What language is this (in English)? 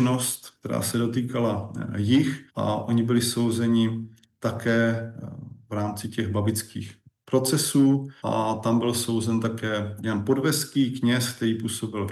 Czech